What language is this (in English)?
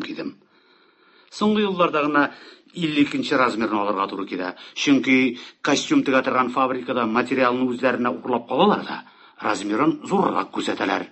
Tatar